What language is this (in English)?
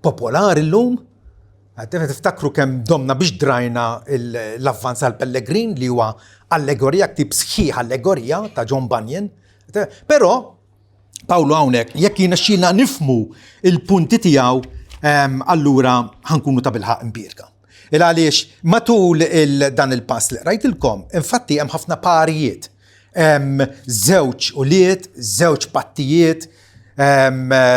Maltese